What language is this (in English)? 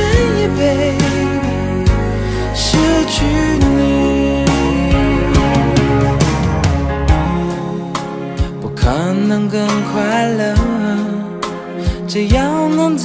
Chinese